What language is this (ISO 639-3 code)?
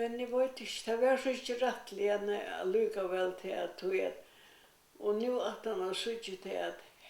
fao